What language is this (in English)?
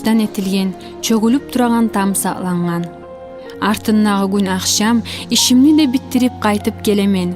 Kumyk